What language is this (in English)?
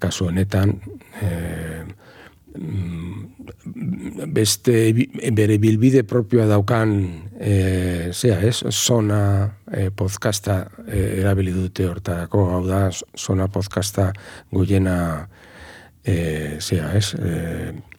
Basque